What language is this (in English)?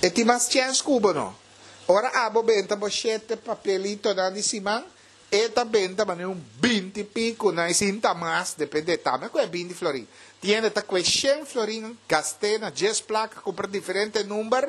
Papiamento